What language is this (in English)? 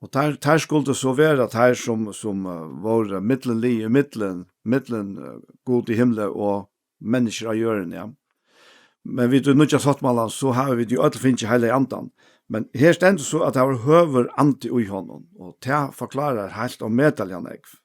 Faroese